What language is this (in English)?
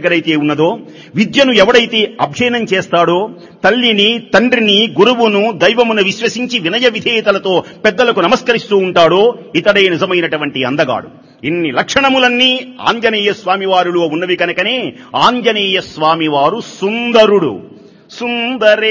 Telugu